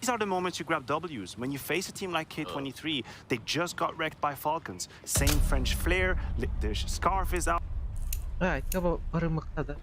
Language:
Yakut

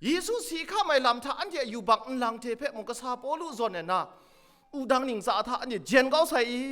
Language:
Kachin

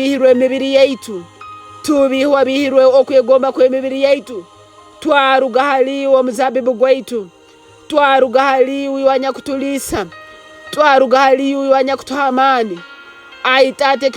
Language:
Tooro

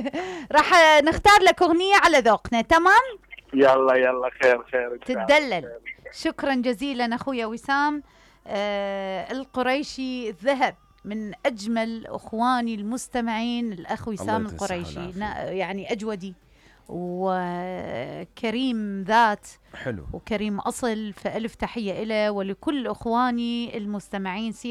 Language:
Mesopotamian Arabic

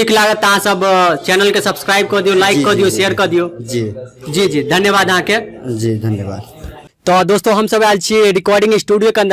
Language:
Maithili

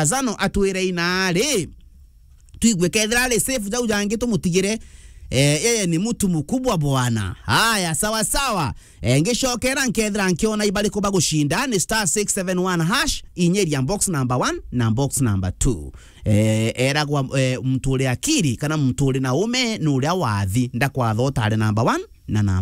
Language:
Meru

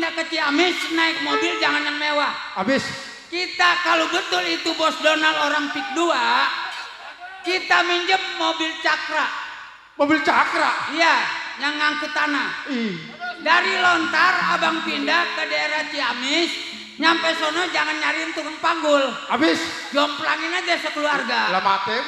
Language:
Betawi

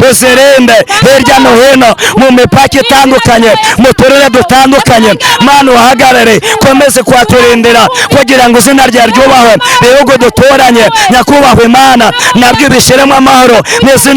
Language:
Kinyarwanda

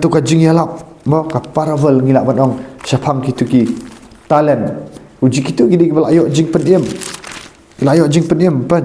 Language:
Khasi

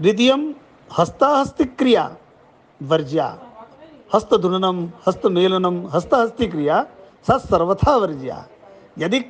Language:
Sanskrit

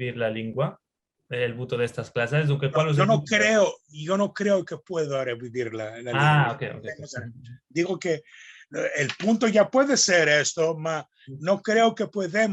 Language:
Ladino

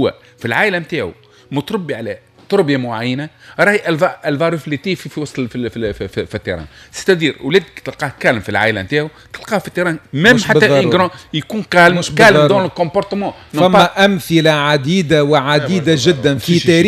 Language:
Tunisian Arabic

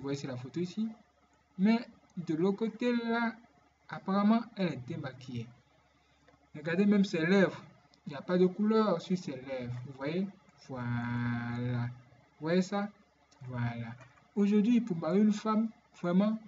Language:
French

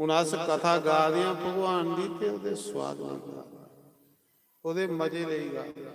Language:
Dogri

